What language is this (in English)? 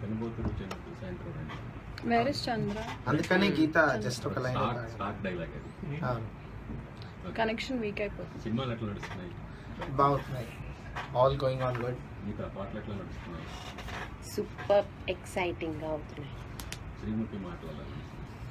Telugu